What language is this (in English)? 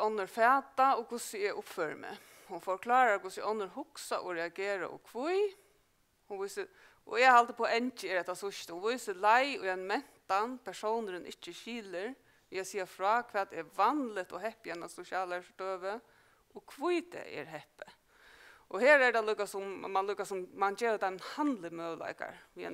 Faroese